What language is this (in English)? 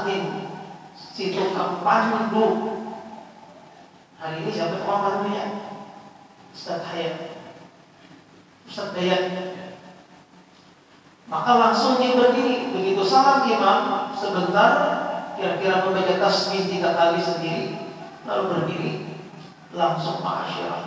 Indonesian